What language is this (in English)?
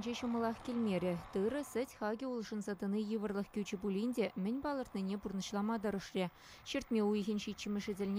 Chuvash